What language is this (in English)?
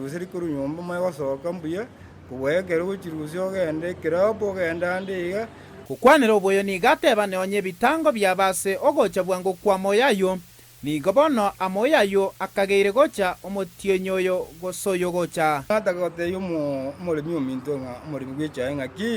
Gusii